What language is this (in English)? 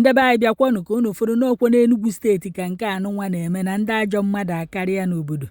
Igbo